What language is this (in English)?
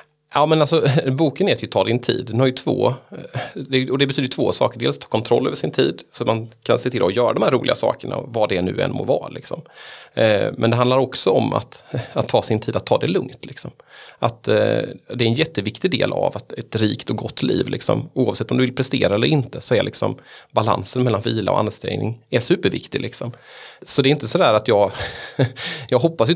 Swedish